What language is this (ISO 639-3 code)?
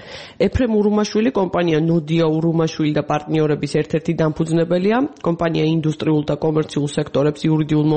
kat